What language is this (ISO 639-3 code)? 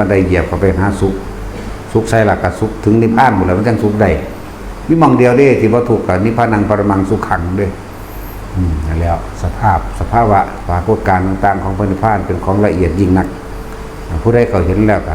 tts